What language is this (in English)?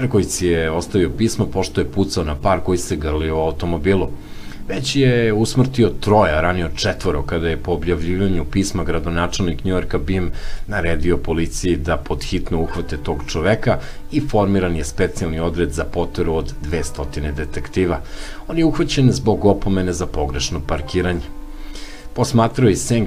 Serbian